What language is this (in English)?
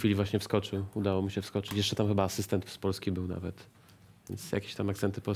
Polish